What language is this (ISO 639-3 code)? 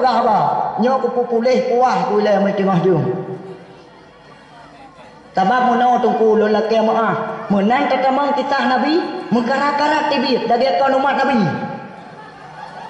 ace